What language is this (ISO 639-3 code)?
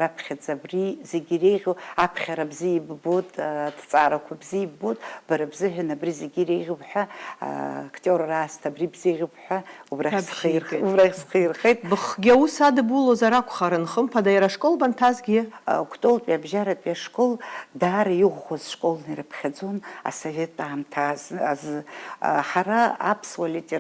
abk